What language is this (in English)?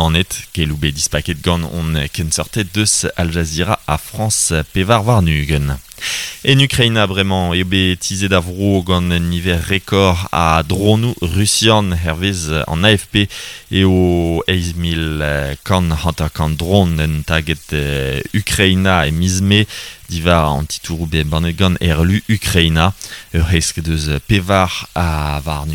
Breton